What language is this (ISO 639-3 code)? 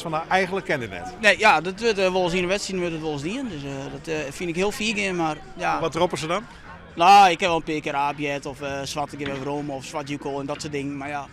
fry